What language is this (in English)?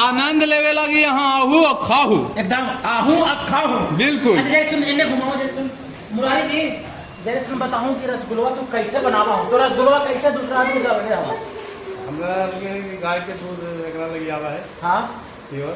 Magahi